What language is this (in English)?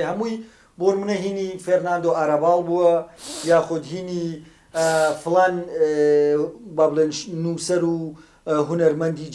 Central Kurdish